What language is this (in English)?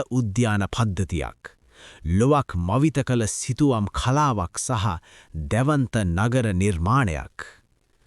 Sinhala